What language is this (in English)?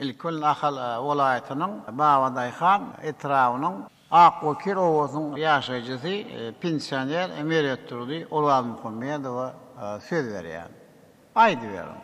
Turkmen